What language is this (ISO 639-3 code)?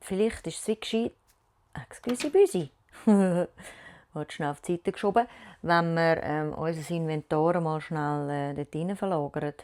gsw